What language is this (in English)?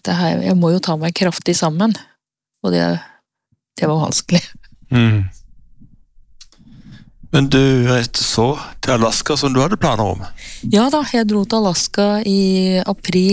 Norwegian